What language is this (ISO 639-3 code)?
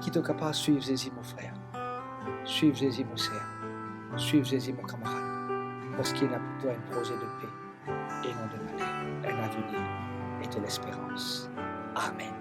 mfe